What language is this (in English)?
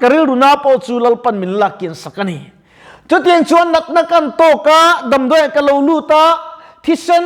Mizo